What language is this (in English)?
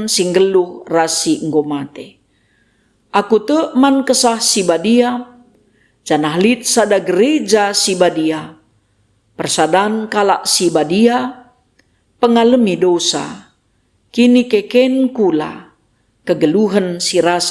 Batak Karo